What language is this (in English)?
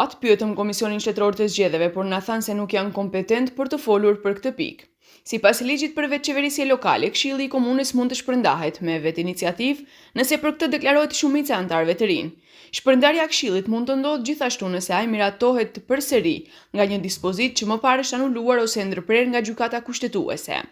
Albanian